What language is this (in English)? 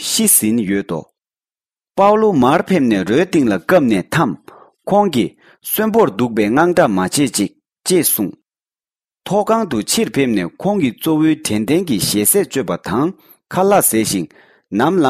Tibetan